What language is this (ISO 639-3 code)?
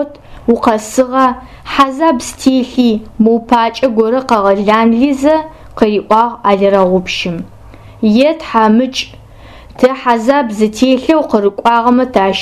ady